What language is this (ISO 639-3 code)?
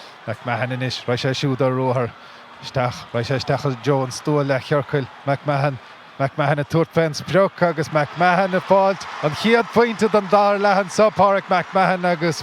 gle